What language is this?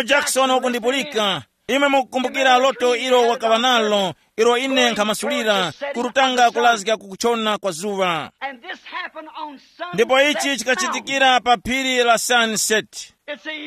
Tumbuka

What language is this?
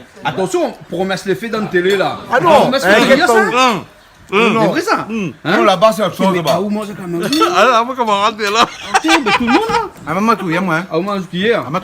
Réunion Creole French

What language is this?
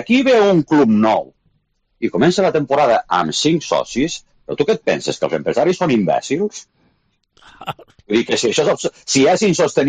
Catalan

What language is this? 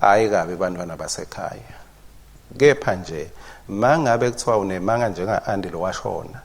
Swati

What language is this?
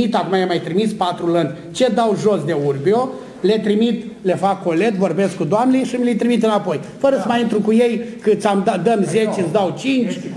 Romanian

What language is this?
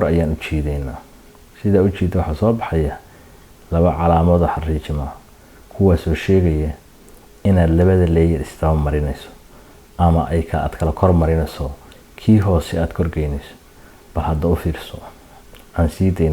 Somali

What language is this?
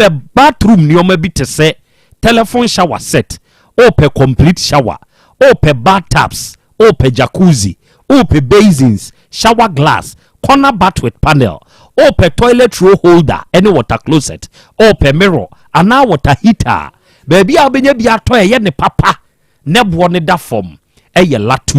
Akan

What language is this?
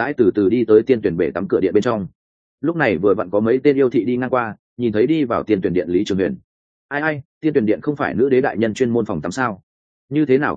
Vietnamese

